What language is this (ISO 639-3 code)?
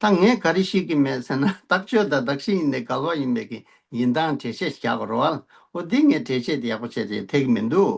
bod